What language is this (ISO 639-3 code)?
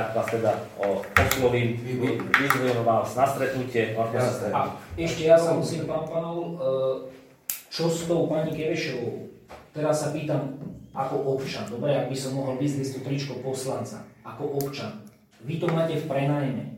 slk